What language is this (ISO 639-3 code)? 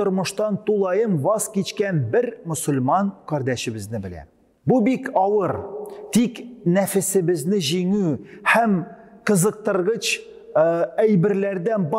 tat